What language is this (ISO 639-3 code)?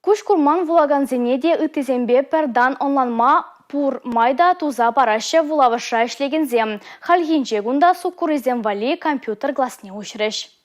chv